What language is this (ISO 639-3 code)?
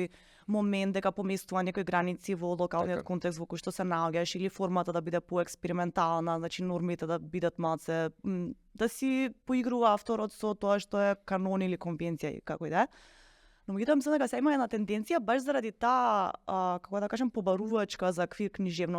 mkd